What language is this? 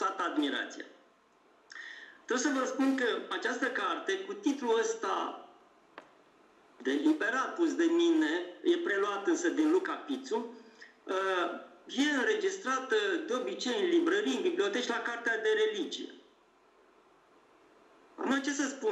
Romanian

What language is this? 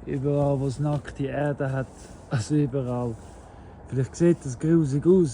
Swiss German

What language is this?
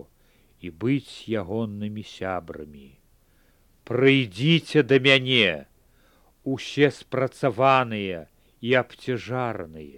Belarusian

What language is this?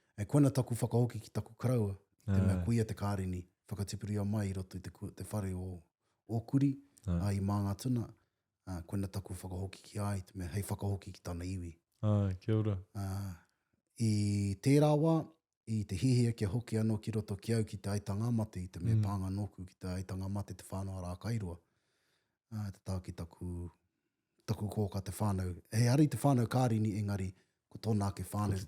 Māori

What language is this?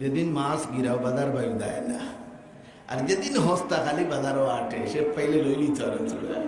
Sylheti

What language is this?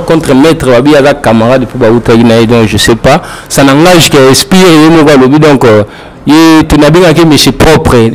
Lingala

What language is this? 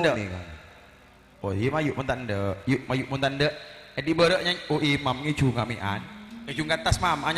Madurese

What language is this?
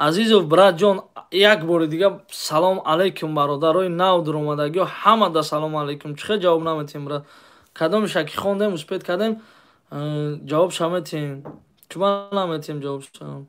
Tajik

